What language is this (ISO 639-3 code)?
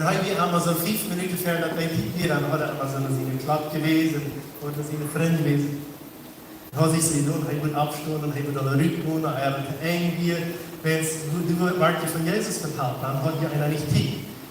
pdt